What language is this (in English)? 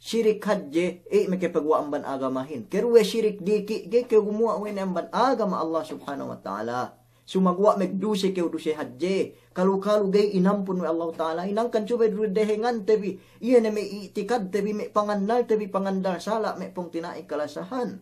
Yakan